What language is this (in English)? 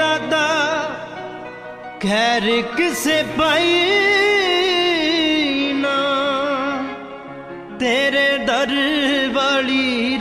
Punjabi